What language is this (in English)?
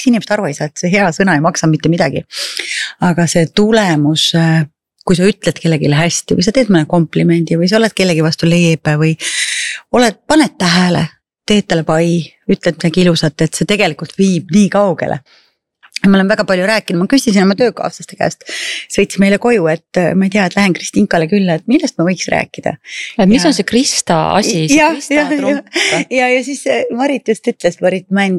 Estonian